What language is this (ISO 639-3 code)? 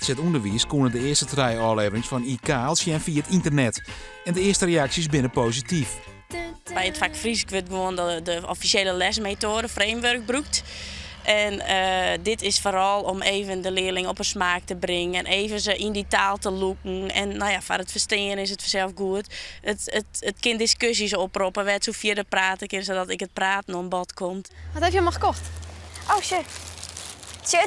fry